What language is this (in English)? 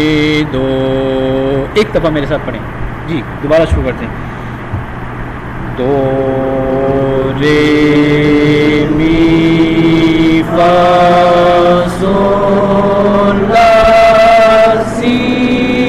Urdu